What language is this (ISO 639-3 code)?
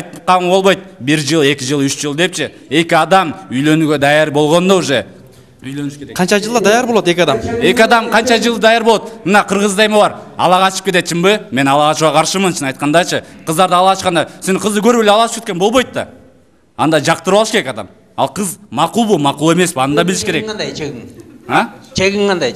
kir